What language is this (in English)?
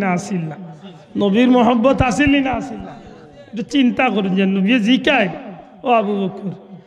Sylheti